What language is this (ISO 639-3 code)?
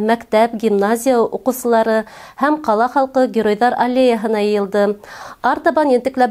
bak